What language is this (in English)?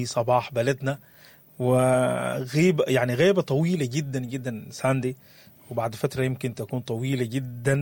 Sudanese Arabic